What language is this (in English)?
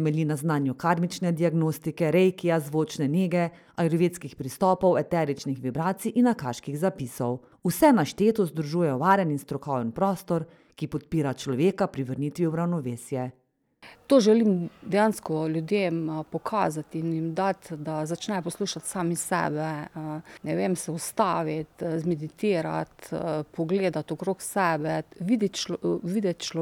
Slovenian